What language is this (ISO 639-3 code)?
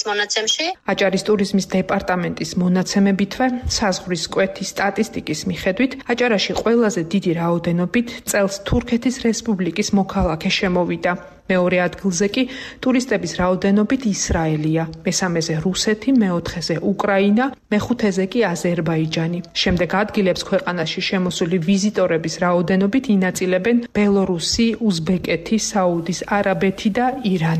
kat